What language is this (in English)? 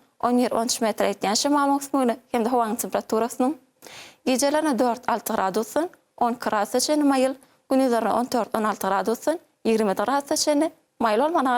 Turkmen